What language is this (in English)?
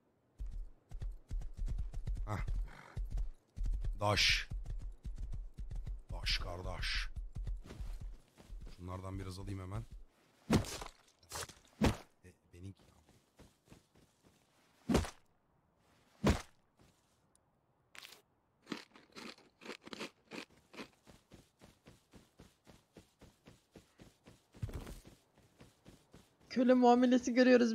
Turkish